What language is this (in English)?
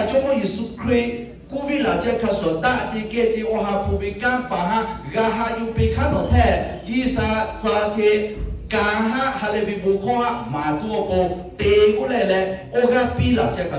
Lahu